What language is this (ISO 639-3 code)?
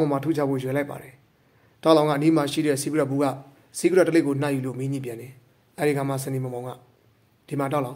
mya